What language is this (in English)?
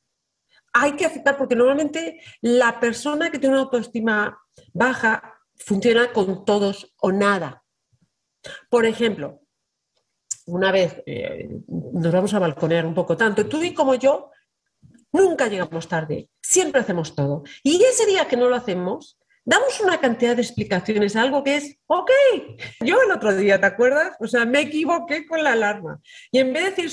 Spanish